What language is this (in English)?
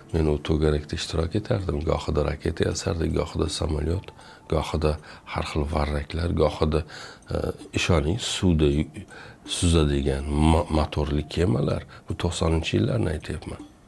Uzbek